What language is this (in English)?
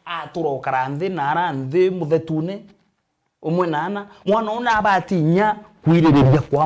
Meru